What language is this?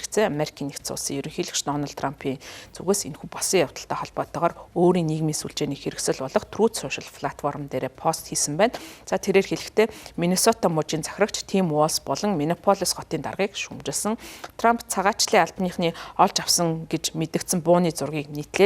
Mongolian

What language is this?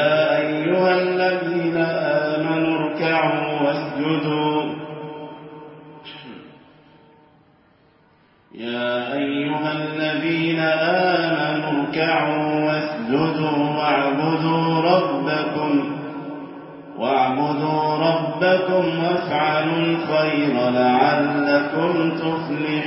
Arabic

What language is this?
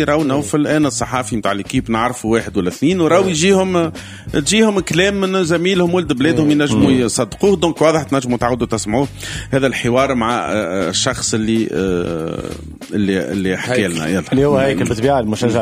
Tunisian Arabic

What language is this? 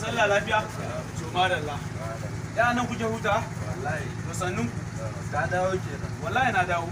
Hausa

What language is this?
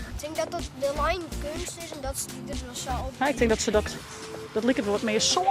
Western Frisian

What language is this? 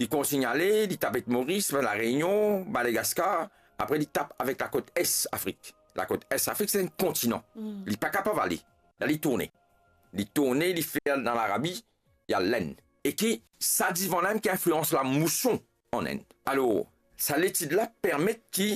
Morisyen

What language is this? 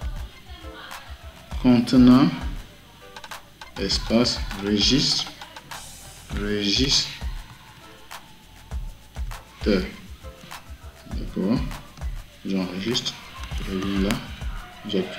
French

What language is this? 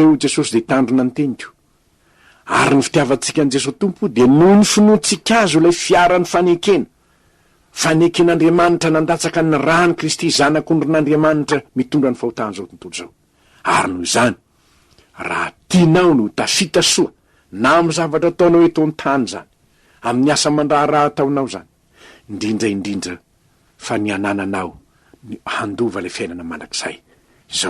Malagasy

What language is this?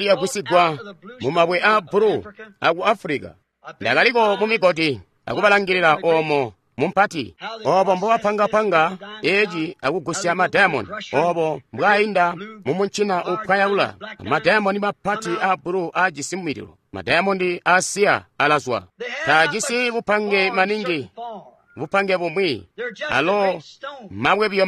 Tonga (Zambia)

